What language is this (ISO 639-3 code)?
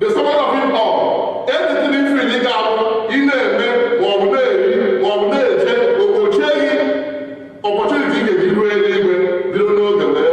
ibo